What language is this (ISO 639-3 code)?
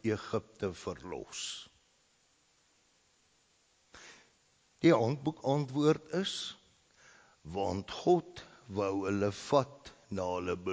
afr